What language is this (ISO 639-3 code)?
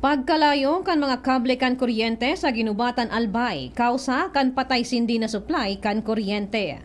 bik